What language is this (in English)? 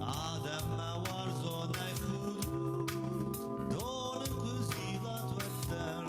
Ossetic